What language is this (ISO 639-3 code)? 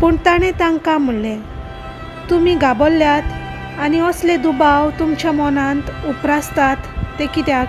kok